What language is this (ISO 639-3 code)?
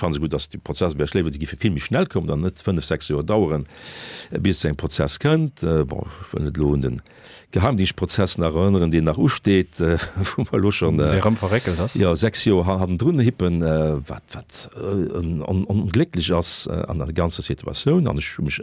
ltz